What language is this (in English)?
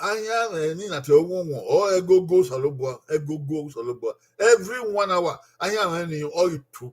Bini